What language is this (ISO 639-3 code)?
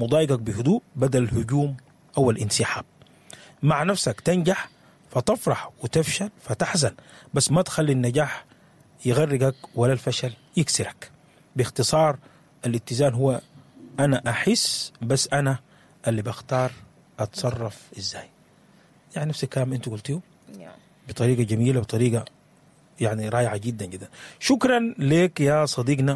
apd